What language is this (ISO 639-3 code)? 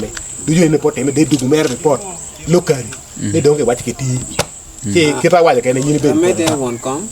ach